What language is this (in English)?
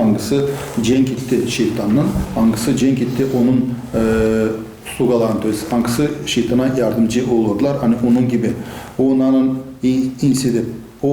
Gagauz